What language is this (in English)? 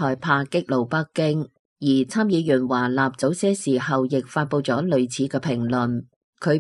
Cantonese